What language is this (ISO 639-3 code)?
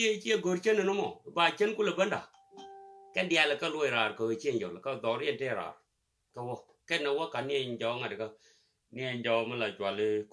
nus